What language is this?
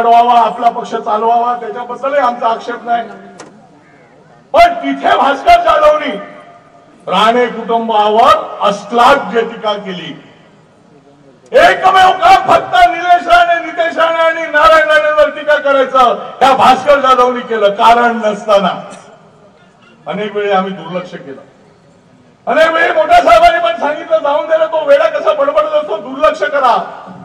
Marathi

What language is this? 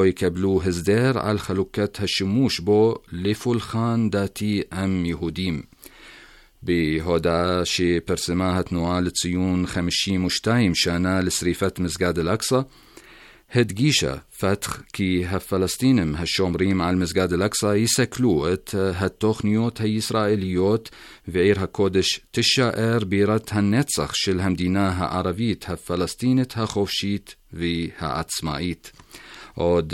Hebrew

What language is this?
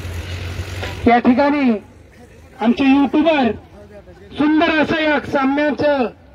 Marathi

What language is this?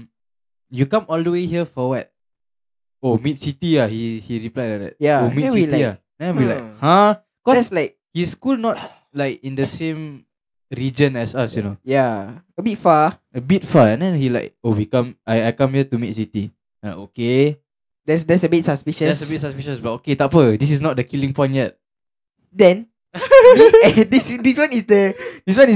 Malay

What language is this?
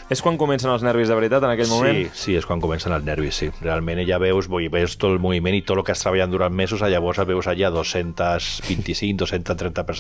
Catalan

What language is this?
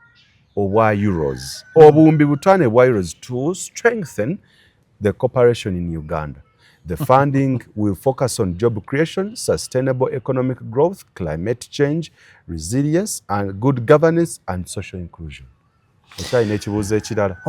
Ganda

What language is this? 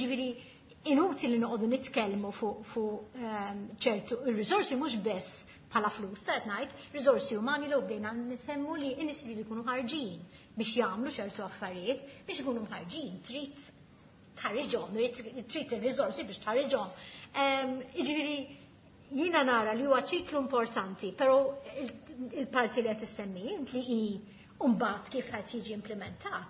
Maltese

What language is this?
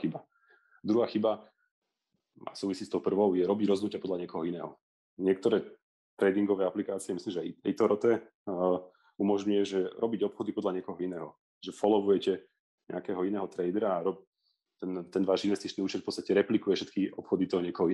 Slovak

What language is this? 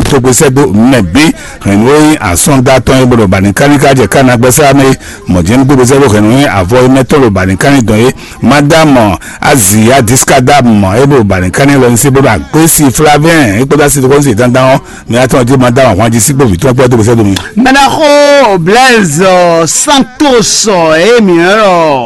Fon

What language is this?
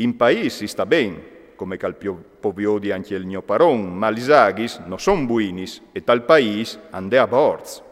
Friulian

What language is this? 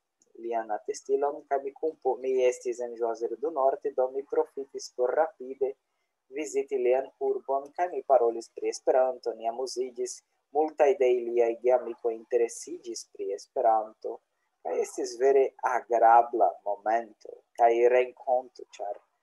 Esperanto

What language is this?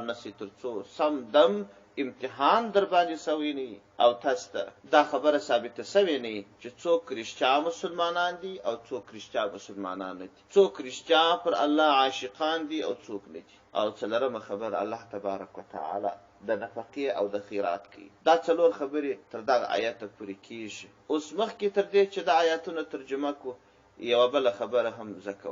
Pashto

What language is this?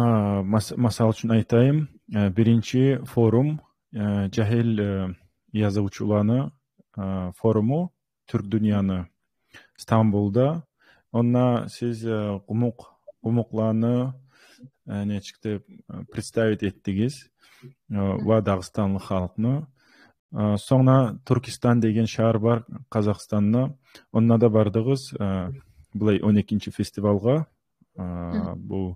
Kumyk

